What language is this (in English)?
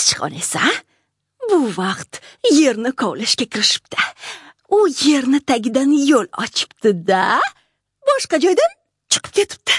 Uzbek